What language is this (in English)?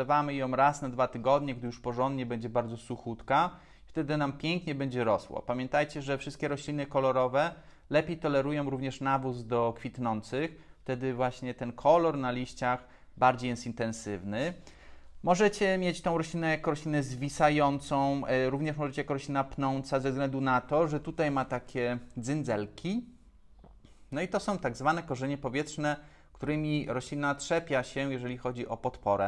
Polish